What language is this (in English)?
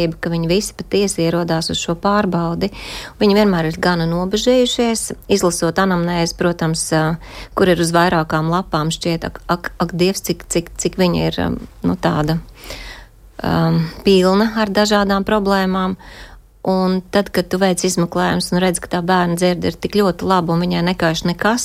Latvian